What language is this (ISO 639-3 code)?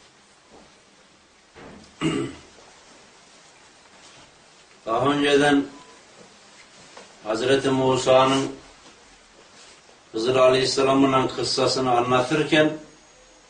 tur